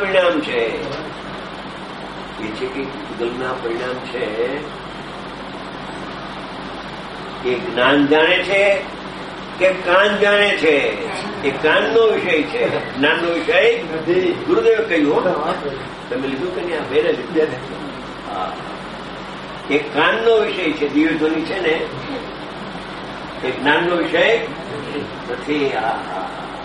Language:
Gujarati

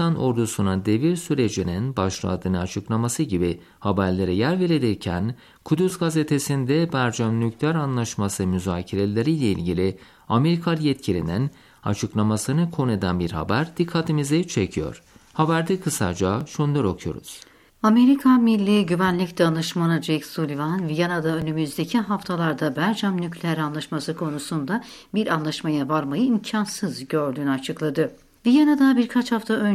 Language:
Turkish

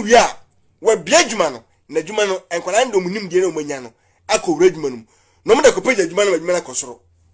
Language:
Akan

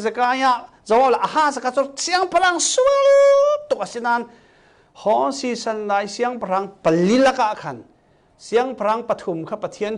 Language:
Falam Chin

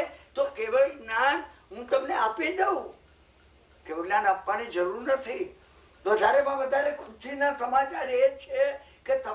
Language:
Gujarati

